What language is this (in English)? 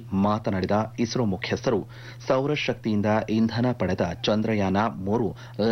Kannada